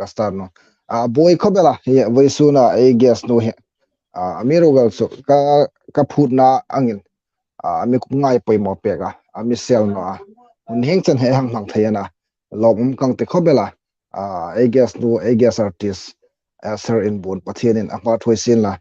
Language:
Hmar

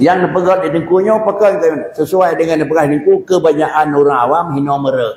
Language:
Achinese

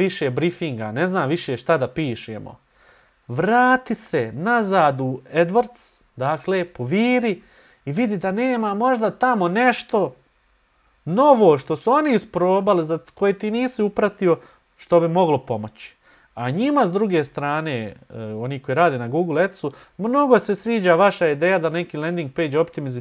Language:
Bosnian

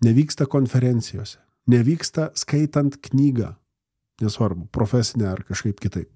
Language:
Lithuanian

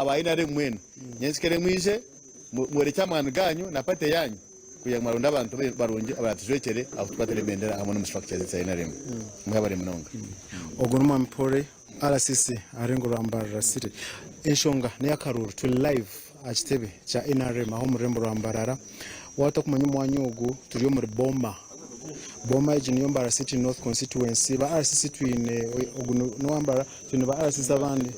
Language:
Nyankole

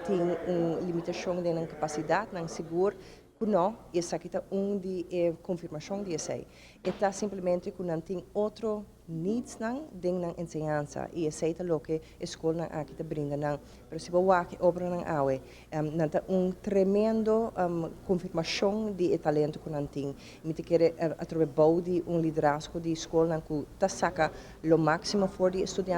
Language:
Papiamento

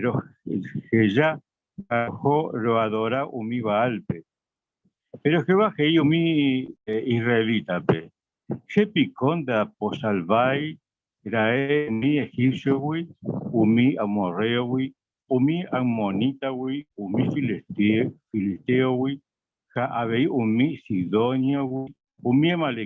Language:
Guarani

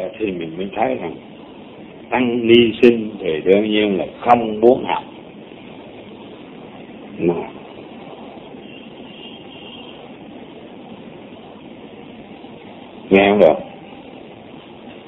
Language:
Vietnamese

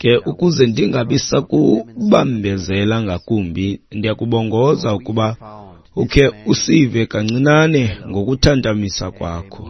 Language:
Xhosa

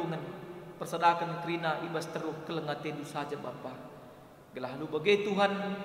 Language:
Batak Karo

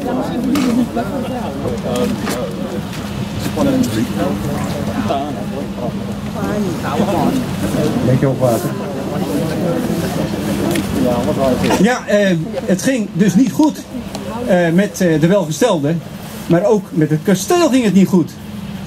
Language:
Dutch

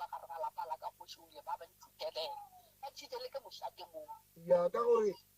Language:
Northern Sotho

